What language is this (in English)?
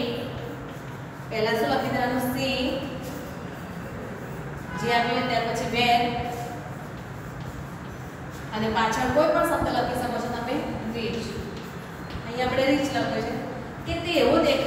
Gujarati